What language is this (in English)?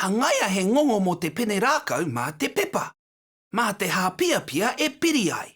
Māori